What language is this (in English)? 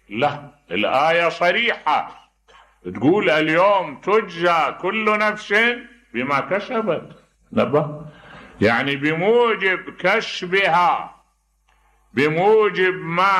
Mesopotamian Arabic